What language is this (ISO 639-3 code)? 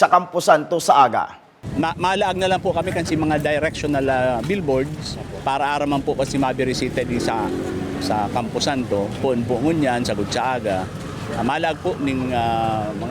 bik